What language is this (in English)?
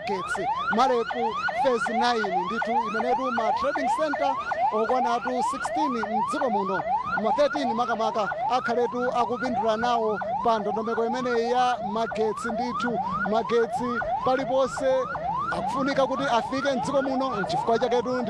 Nyanja